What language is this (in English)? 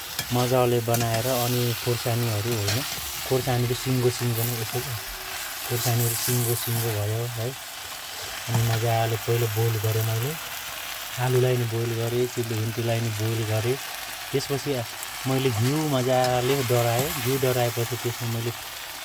Nepali